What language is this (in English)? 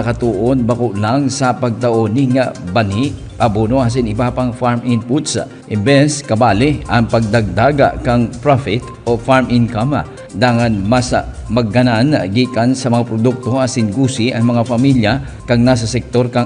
Bikol